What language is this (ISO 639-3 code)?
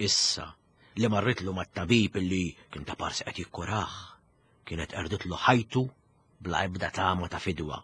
mlt